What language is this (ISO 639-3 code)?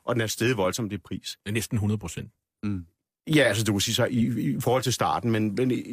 dan